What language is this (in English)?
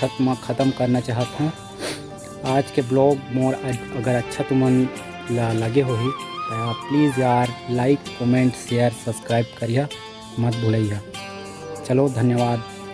Chhattisgarhi